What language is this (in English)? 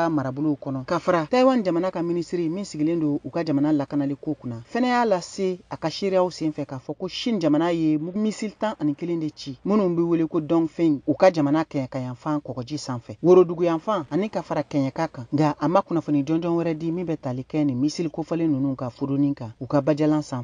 Bambara